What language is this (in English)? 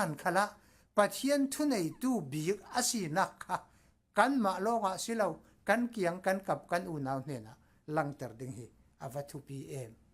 Falam Chin